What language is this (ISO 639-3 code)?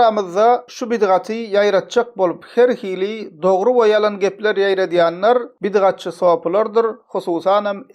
tuk